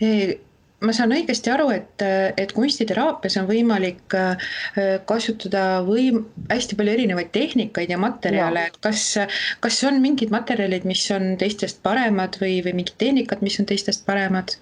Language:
Estonian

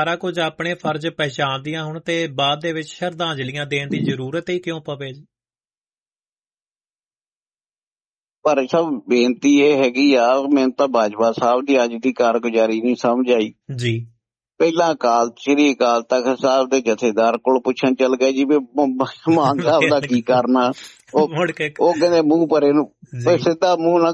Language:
Punjabi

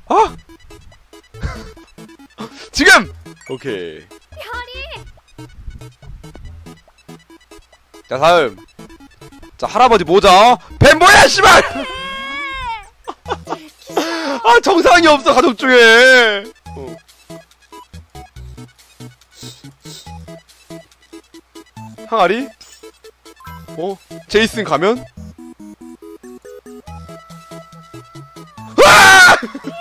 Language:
Korean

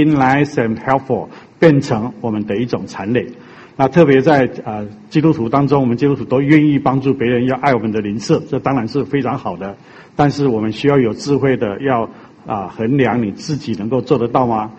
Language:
Chinese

